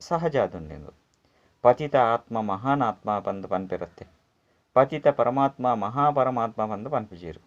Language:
Tulu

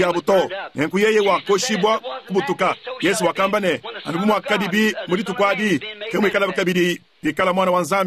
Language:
Luba-Lulua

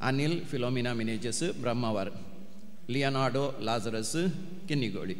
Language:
Konkani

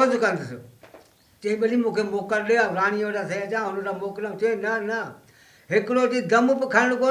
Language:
Sindhi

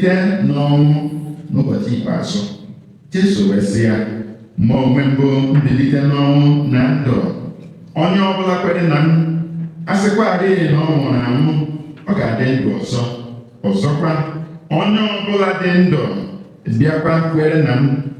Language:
Igbo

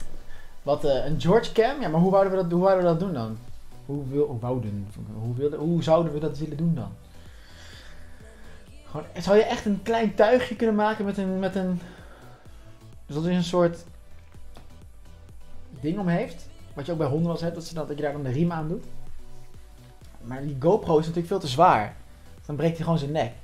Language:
Dutch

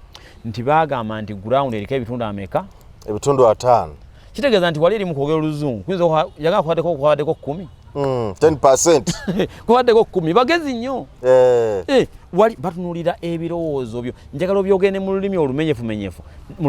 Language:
Ganda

